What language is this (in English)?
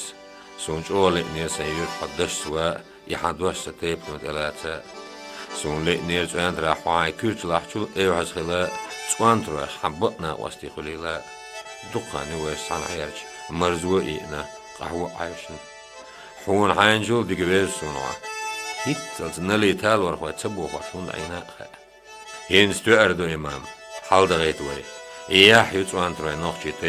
Chechen